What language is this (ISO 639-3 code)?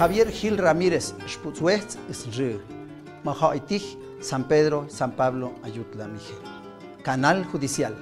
mxp